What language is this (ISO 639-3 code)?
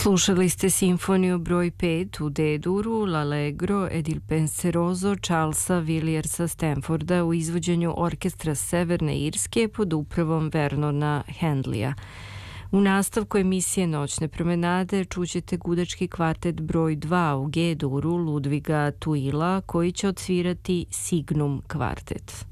srp